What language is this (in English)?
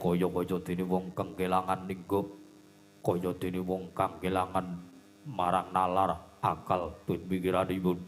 Javanese